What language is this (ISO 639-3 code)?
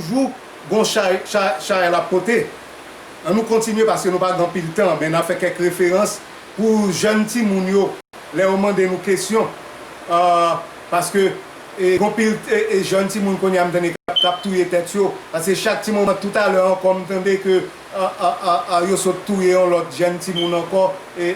hat